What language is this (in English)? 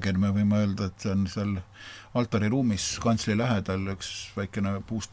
Estonian